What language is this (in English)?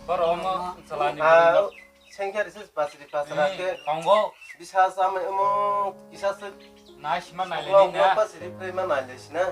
Kok Borok